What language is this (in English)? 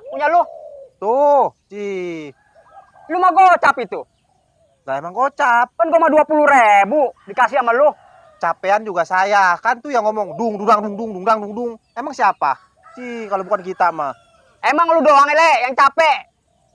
Betawi